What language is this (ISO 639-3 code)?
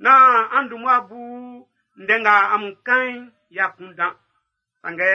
bci